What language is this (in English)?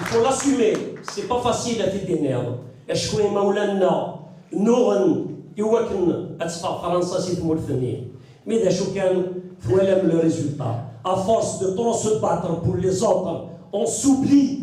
Kabyle